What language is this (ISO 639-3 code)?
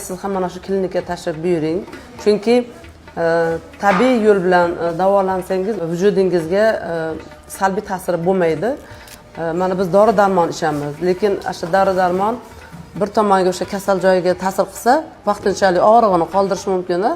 uzb